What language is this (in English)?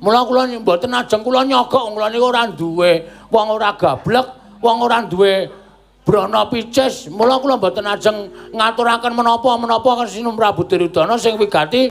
Javanese